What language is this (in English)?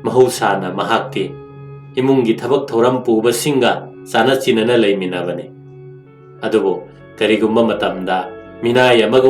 Manipuri